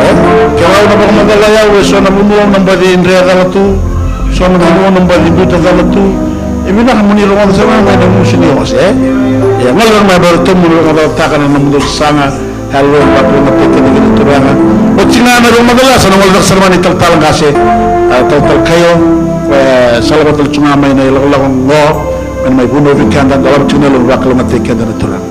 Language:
Fijian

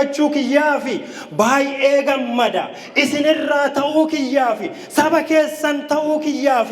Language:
Oromo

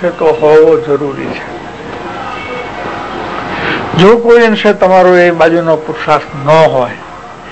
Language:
Gujarati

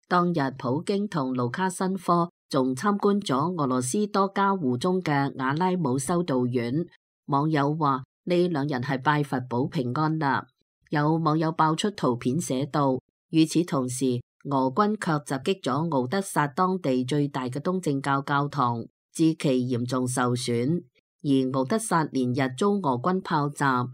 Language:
Cantonese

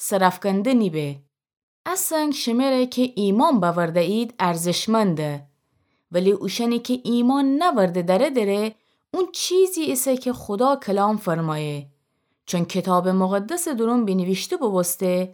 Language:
Gilaki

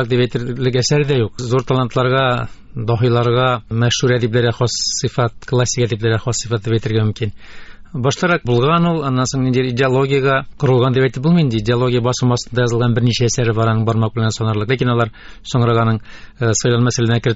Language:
Tatar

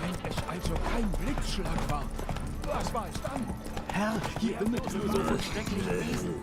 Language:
Swiss German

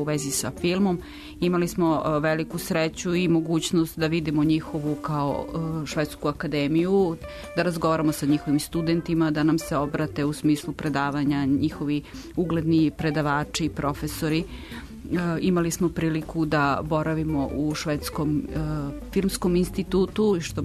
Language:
Serbian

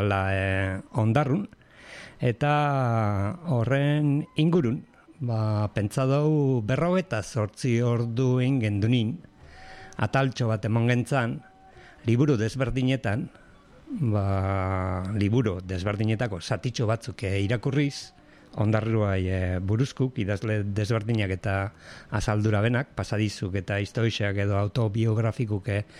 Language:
Basque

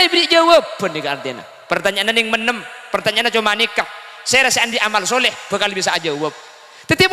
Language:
Madurese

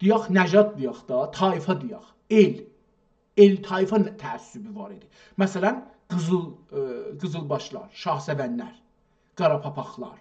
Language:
South Azerbaijani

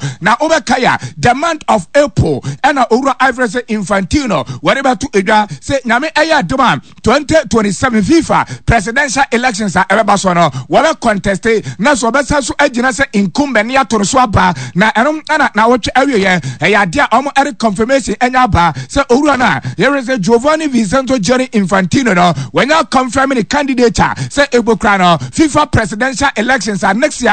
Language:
Akan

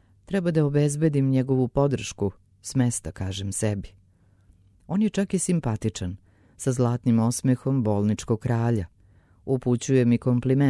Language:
Serbian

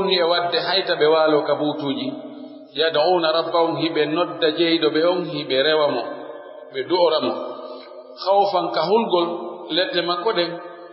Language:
Pular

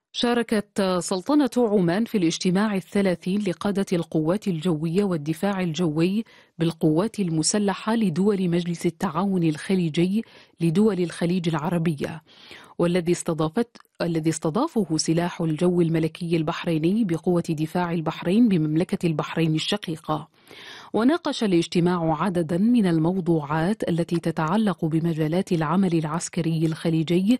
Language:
Arabic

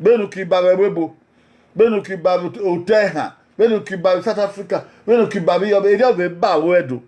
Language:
Bini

